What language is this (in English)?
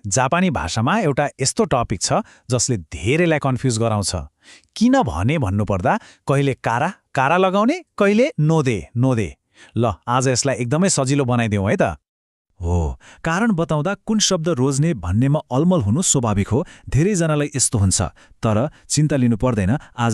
Nepali